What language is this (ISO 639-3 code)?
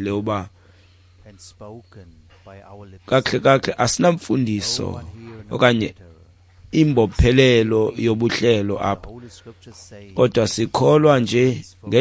xho